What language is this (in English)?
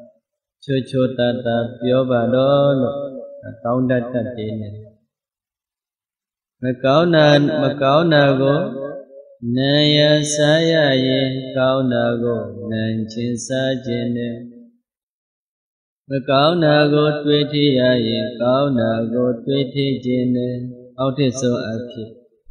Burmese